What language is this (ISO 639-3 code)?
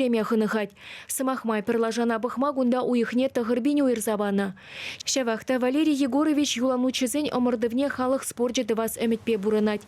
chv